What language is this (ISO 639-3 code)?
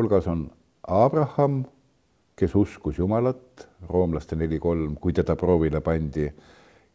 est